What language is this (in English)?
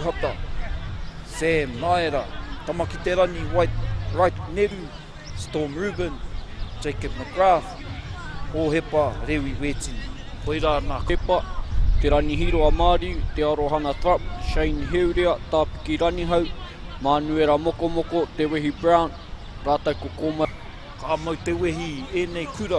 Māori